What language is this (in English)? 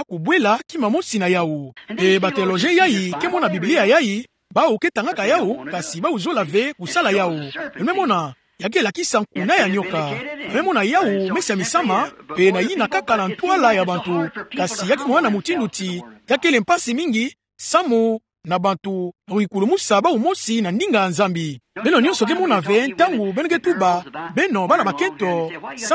Kituba (Democratic Republic of Congo)